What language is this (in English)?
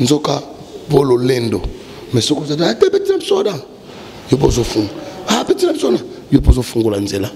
Lingala